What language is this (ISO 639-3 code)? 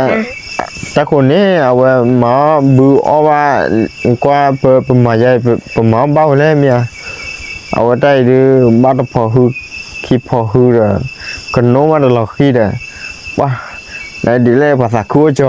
ksw